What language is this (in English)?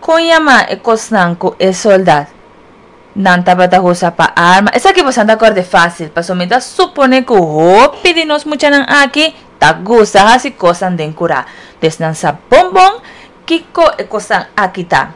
Papiamento